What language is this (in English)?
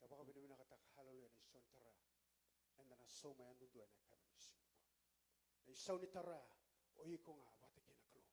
Fijian